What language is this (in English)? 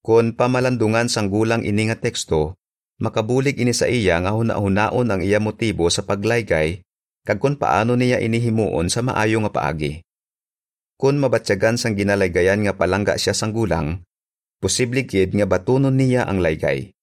Hiligaynon